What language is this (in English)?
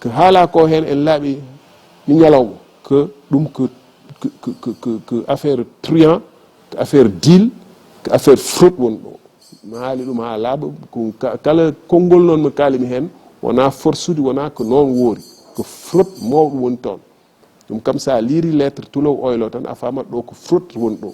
Fula